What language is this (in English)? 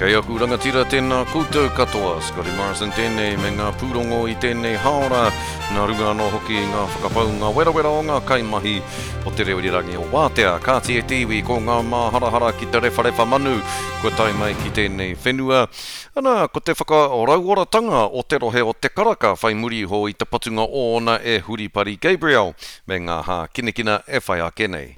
Māori